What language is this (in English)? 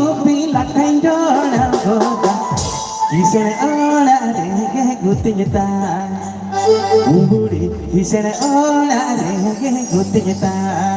Santali